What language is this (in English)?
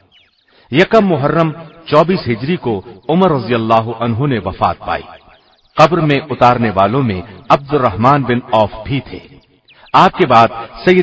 Urdu